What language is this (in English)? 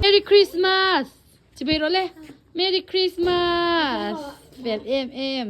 Mizo